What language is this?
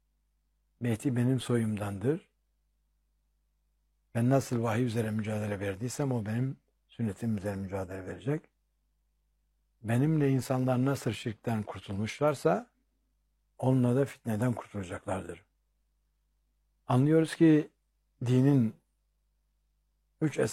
Turkish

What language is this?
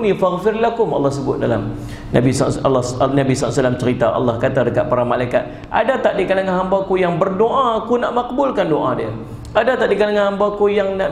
Malay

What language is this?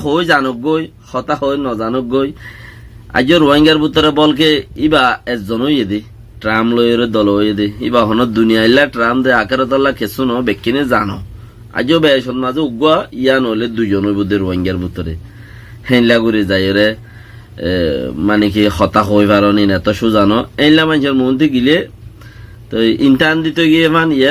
Rohingya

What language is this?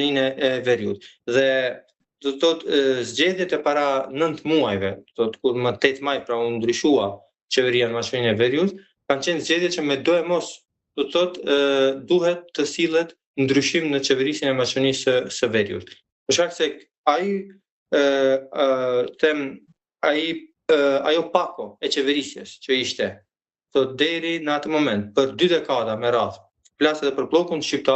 Albanian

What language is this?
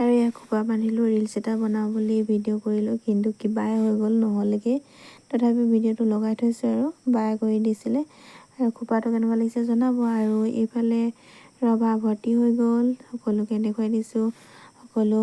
Assamese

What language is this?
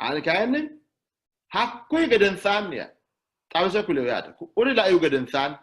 Sidamo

